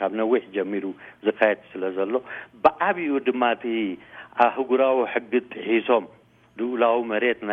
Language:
Tigrinya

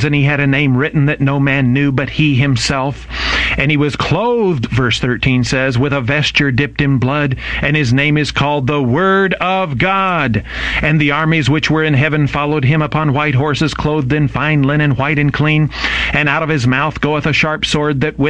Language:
English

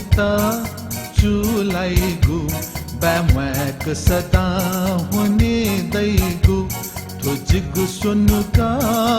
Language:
Newari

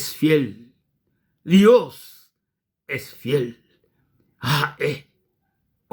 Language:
Guarani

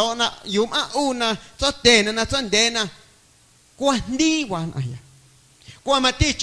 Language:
Guerrero Amuzgo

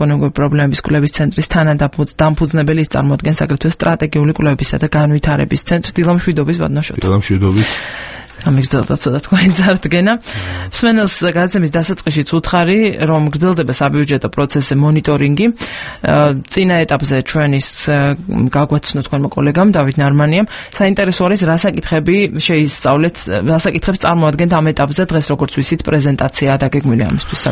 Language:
Georgian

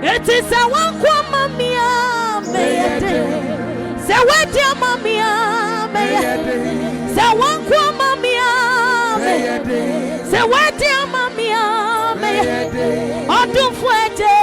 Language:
Adangme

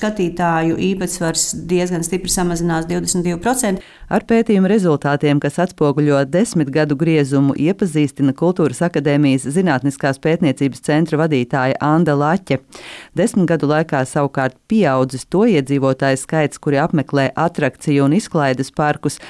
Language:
Latvian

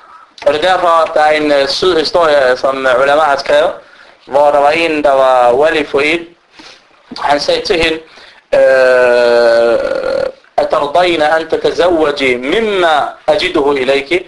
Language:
Danish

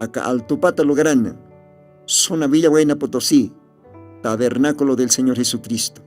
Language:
Aymara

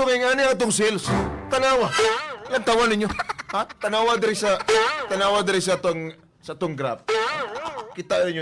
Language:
Hiligaynon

